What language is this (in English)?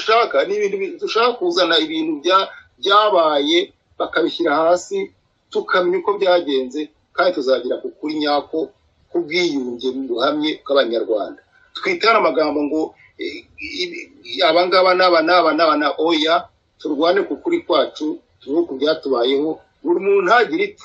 Kinyarwanda